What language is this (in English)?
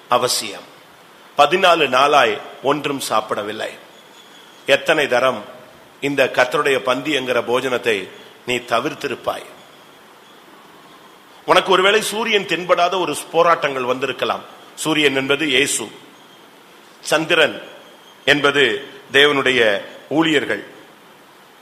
Tamil